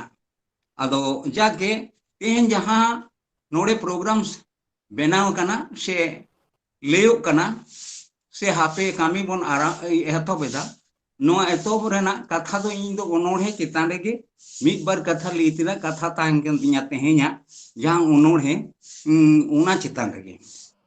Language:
Santali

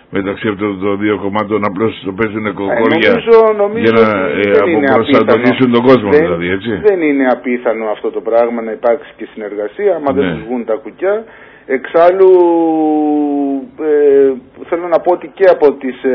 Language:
Greek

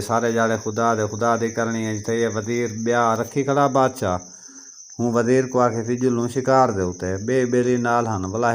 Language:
Saraiki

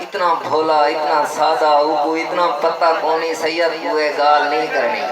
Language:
Saraiki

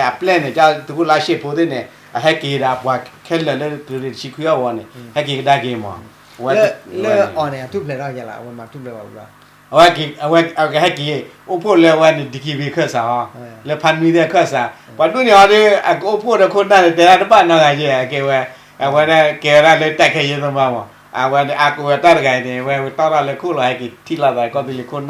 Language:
S'gaw Karen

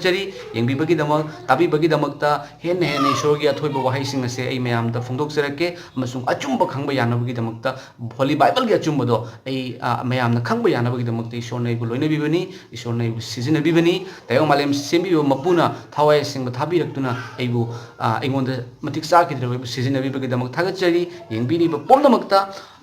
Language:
Manipuri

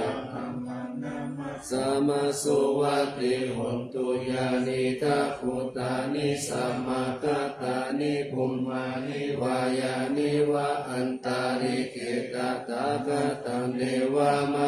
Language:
Pali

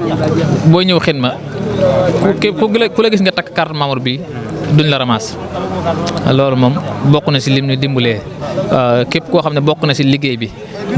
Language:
Wolof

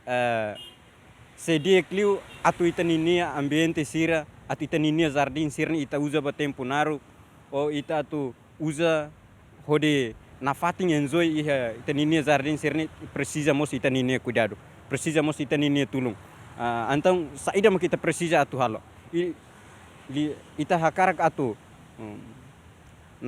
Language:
Tetum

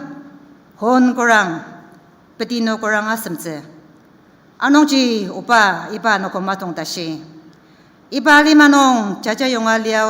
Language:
Ao Naga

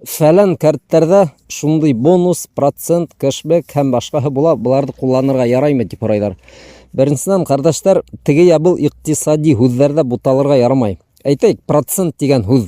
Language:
Bashkir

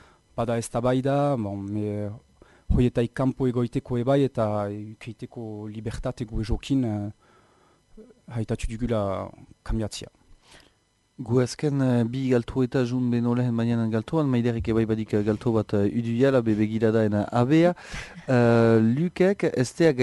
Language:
Basque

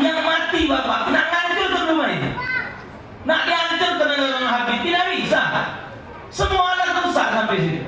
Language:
Musi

